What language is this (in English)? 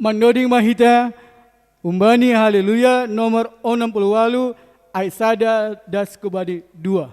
Batak Simalungun